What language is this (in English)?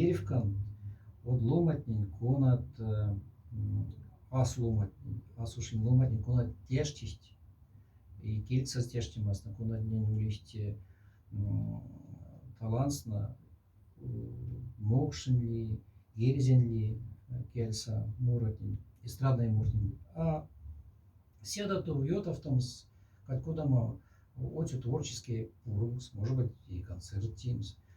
Moksha